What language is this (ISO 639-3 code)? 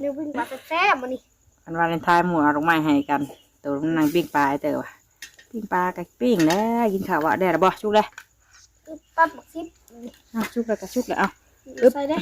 tts